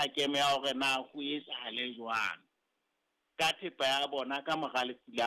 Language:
Southern Sotho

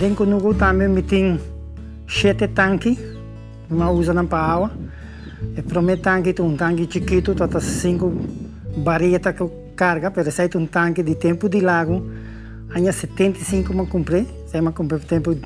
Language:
Papiamento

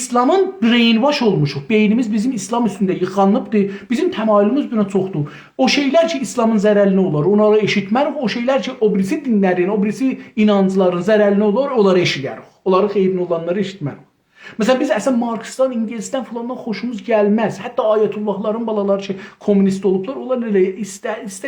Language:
South Azerbaijani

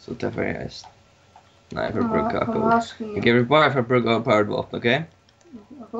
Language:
Faroese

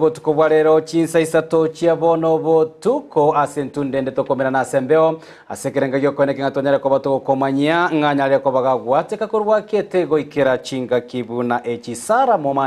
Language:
Gusii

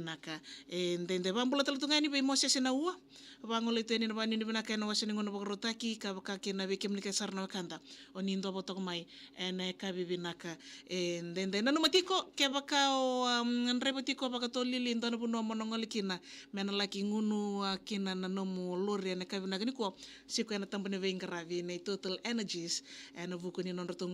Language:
Fijian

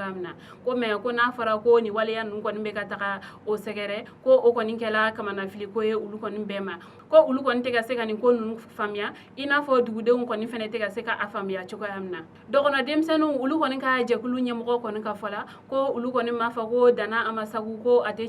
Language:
Bambara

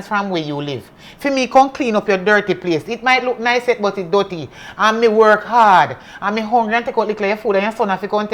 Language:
Jamaican Creole English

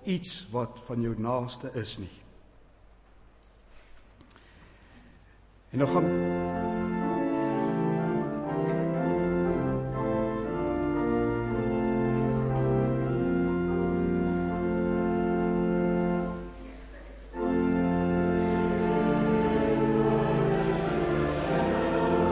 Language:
Afrikaans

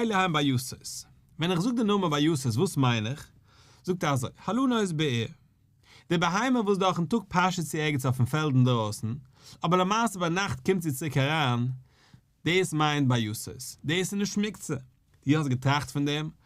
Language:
Yiddish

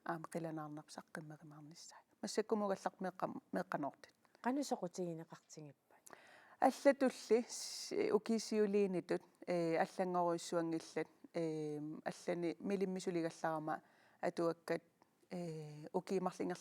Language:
Kalaallisut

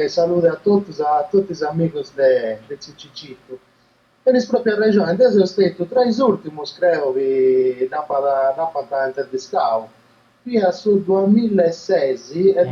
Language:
Sardinian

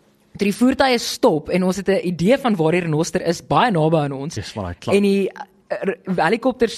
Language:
Afrikaans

